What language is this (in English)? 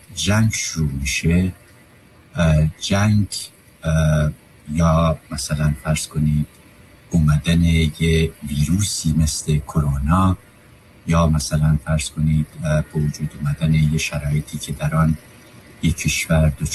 Persian